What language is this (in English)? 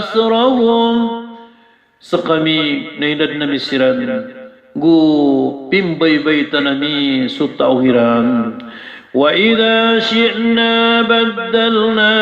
Maranao